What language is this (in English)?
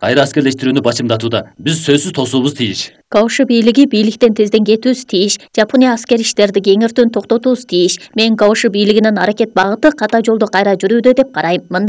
Kyrgyz